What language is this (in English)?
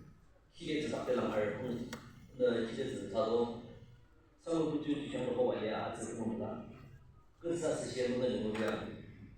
Yimchungru Naga